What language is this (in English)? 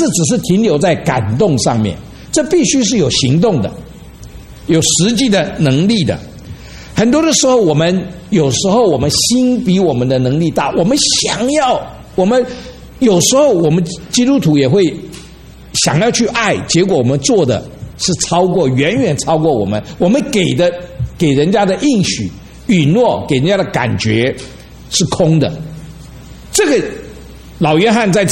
Chinese